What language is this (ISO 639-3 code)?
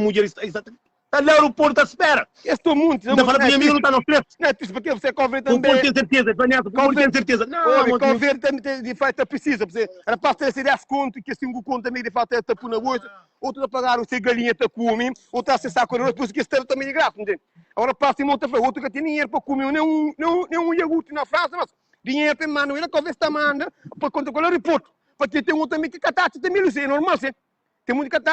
kea